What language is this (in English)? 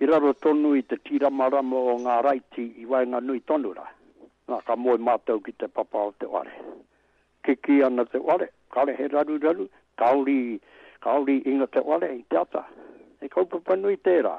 Māori